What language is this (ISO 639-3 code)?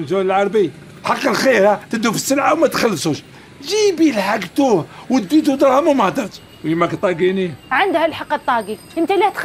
arq